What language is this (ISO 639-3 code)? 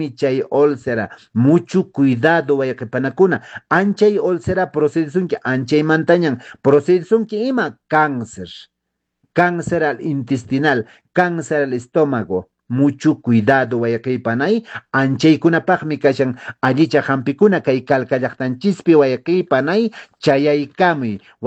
que